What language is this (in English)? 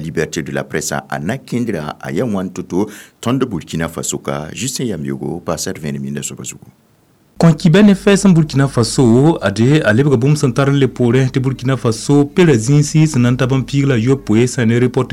Mossi